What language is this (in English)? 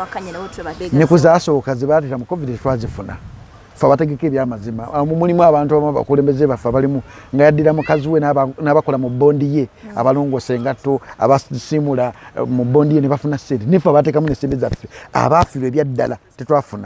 Ganda